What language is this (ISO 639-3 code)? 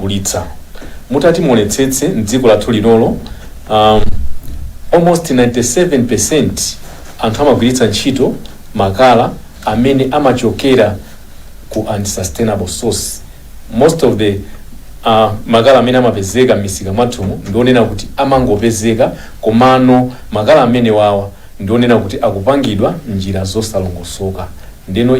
nya